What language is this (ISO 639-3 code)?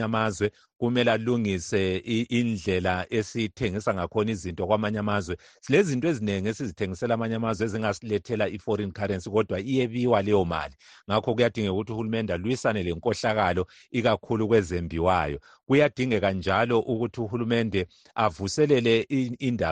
nde